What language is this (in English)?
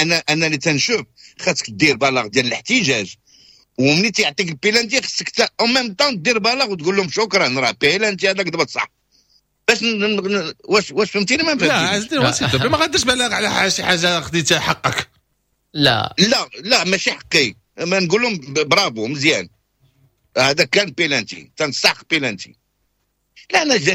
Moroccan Arabic